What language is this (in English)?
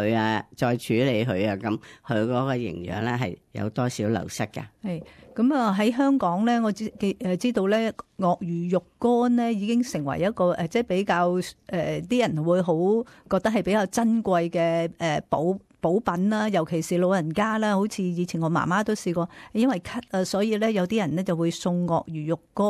Cantonese